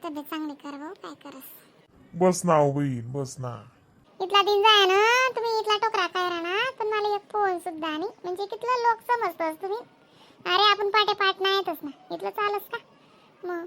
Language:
Khandesi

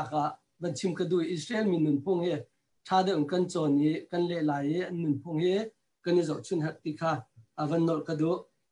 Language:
Hakha Chin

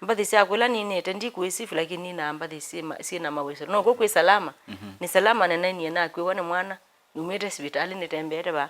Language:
Kamba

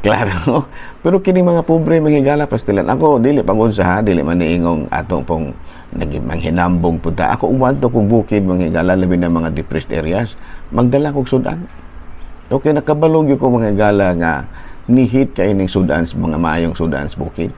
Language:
Cebuano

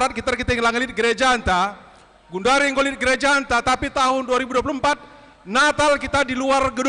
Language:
Batak Karo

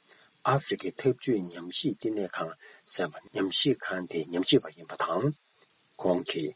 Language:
Tibetan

